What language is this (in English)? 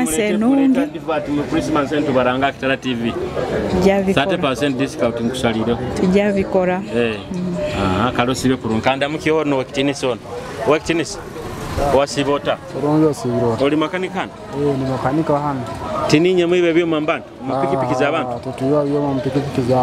Nyoro